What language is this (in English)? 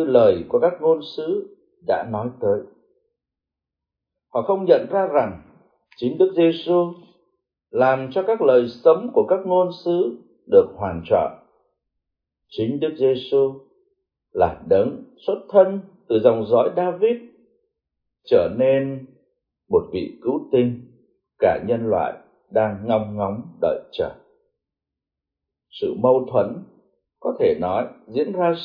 Vietnamese